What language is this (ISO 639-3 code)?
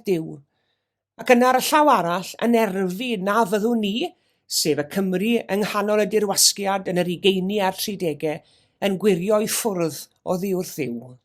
cym